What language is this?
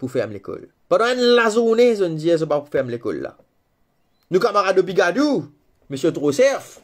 Morisyen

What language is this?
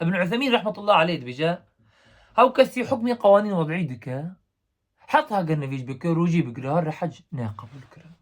Kurdish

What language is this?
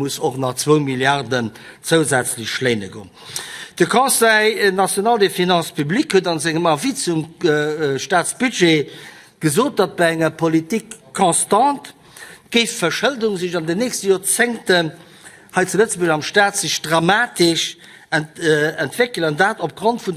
Luxembourgish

